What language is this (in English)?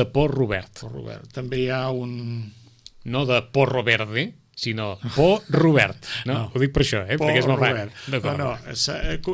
Catalan